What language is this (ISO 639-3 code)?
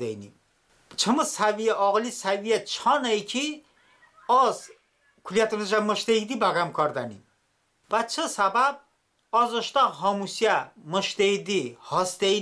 tly